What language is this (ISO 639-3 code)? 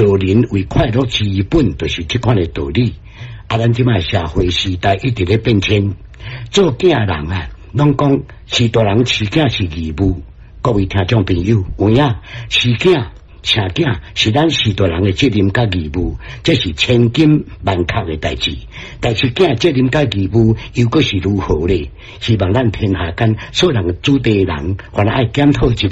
nan